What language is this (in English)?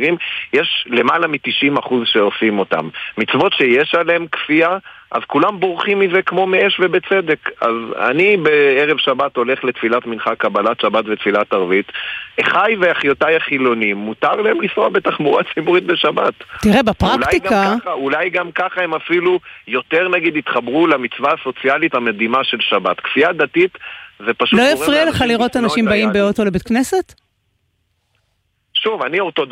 Hebrew